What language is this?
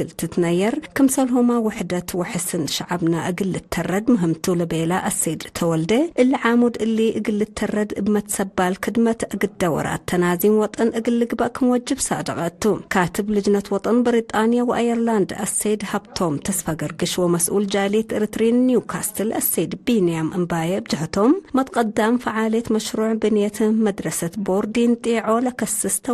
Tigre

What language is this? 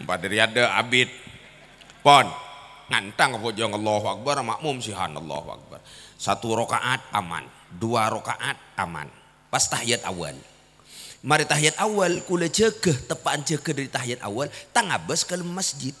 Madurese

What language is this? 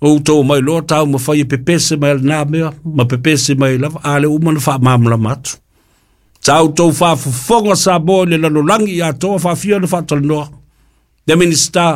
Samoan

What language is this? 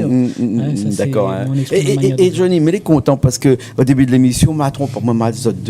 Réunion Creole French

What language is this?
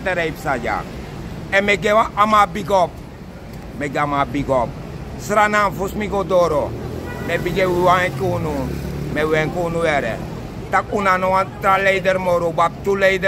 Sranan Tongo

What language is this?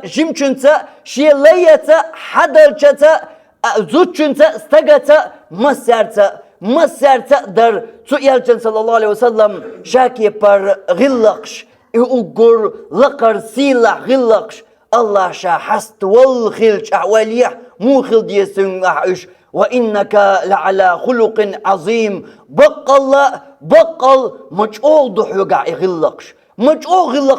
Chechen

